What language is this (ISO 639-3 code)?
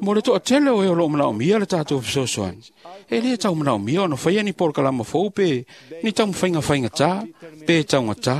smo